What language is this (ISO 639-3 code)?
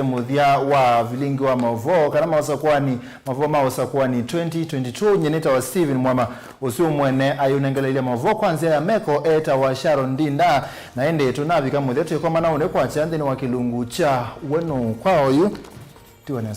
kam